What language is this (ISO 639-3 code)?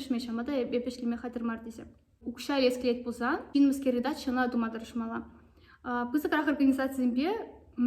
chv